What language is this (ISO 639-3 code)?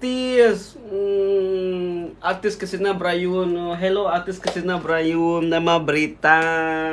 iba